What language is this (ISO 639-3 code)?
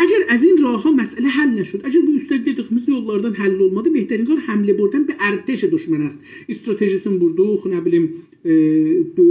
azb